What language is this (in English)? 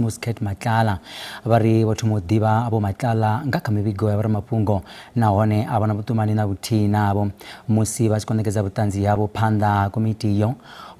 Venda